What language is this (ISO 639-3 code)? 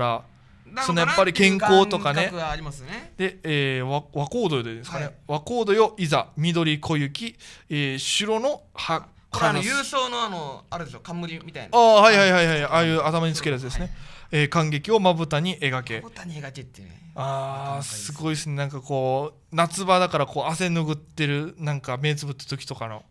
jpn